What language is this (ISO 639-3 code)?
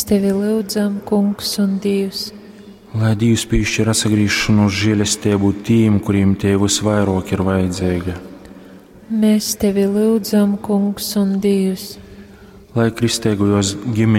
ltg